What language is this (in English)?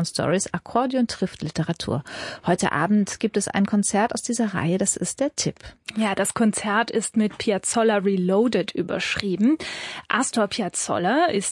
German